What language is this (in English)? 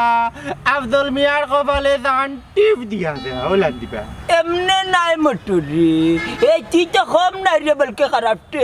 Sylheti